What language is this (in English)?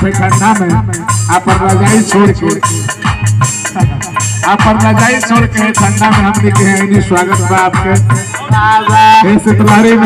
Bhojpuri